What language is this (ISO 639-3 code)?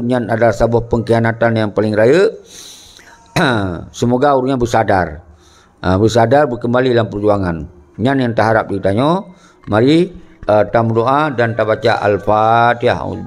ace